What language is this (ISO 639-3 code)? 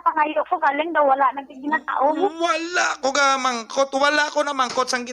hil